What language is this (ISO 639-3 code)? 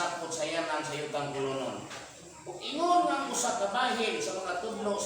ceb